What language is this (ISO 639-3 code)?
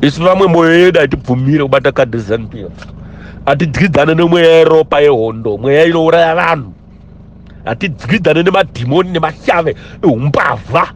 sna